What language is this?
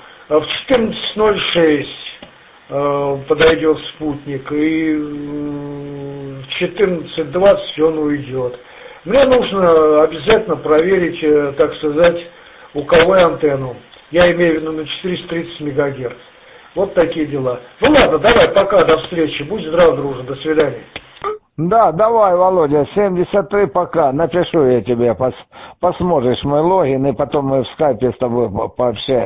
Russian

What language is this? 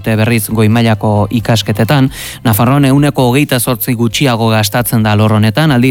Basque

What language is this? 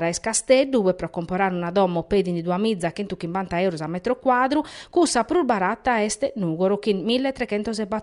Sardinian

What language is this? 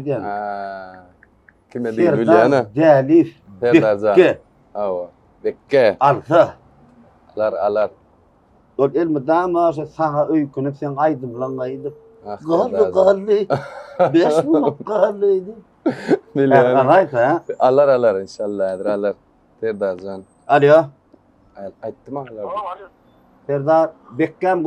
Turkmen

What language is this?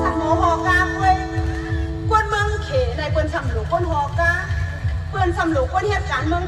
Shan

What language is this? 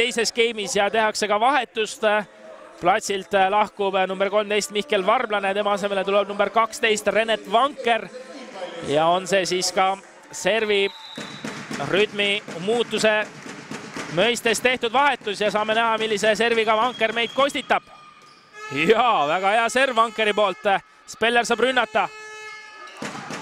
Estonian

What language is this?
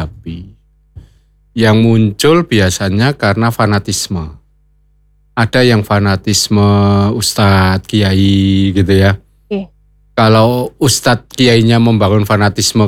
Indonesian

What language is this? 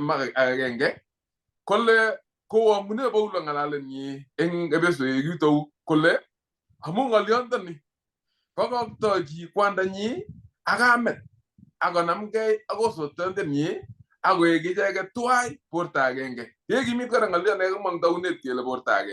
Kalenjin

